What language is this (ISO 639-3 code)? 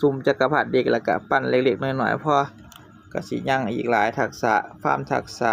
tts